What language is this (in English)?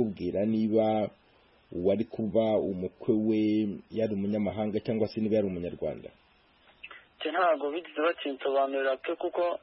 Kinyarwanda